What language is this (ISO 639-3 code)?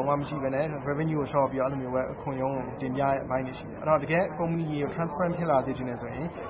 mya